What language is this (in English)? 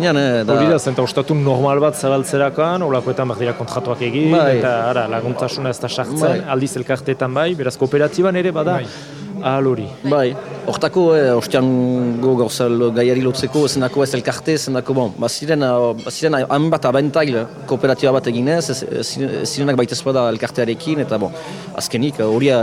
Basque